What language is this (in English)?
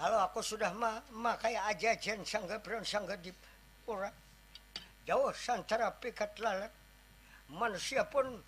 Banjar